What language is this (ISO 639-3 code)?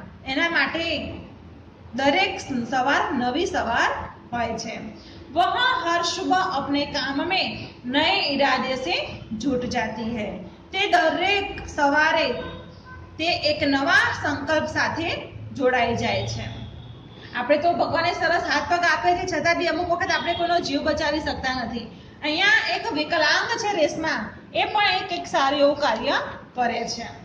guj